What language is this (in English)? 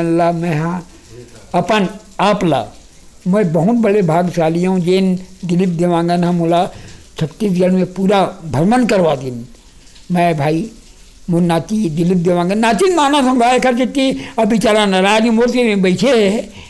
Chhattisgarhi